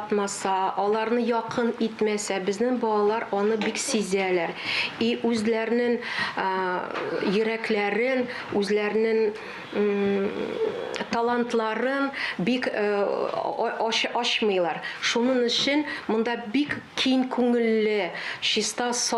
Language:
Tatar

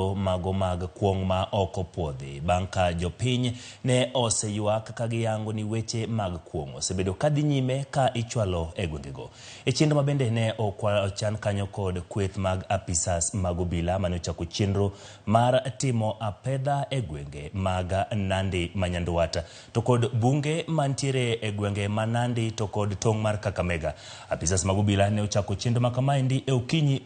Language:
Luo (Kenya and Tanzania)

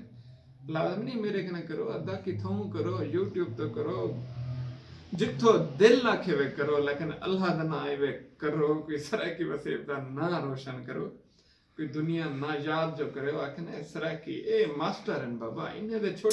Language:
Saraiki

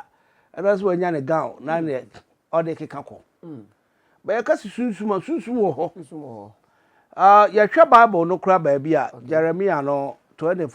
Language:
Akan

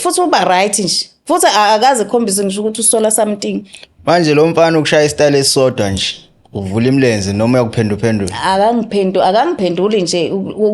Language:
Zulu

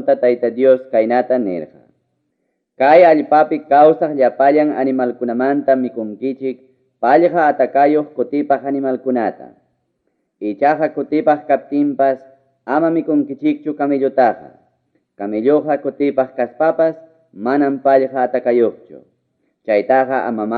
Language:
Ayacucho Quechua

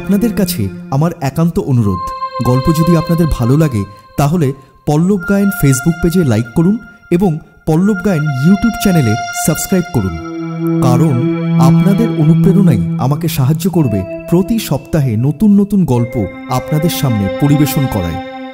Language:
Bangla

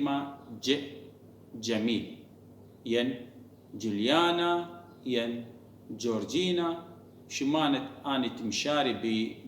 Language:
Assyrian Neo-Aramaic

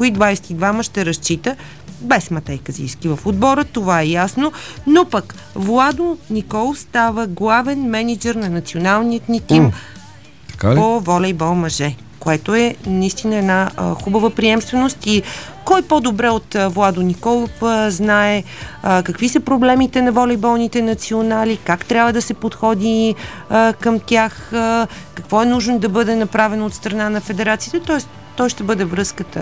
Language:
Bulgarian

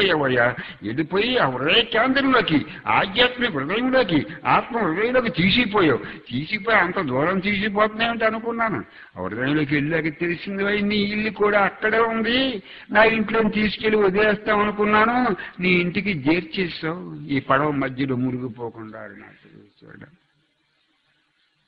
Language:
Telugu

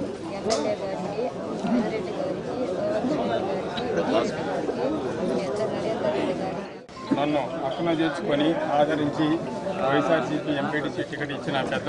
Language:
Telugu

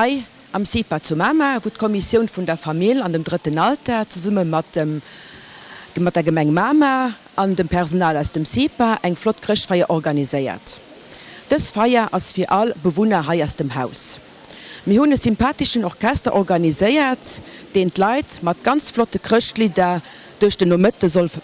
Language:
Luxembourgish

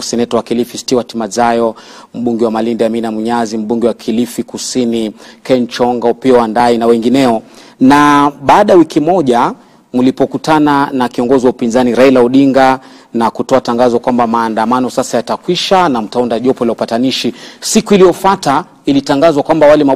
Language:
Swahili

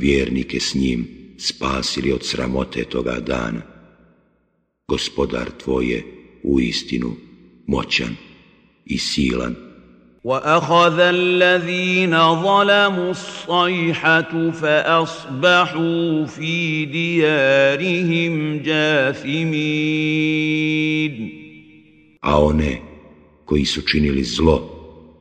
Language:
Bosnian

